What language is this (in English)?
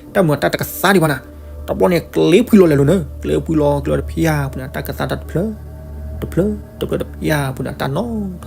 S'gaw Karen